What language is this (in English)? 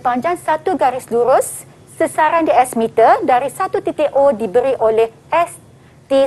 Malay